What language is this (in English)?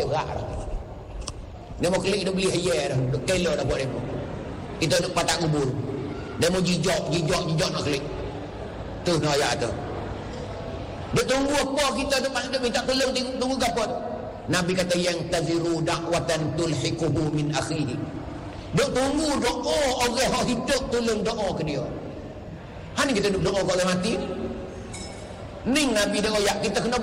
Malay